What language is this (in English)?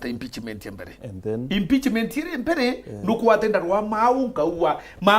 Meru